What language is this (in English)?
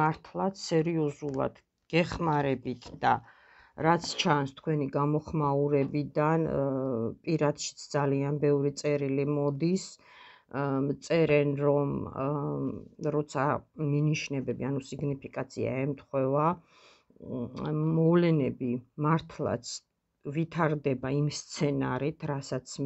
Georgian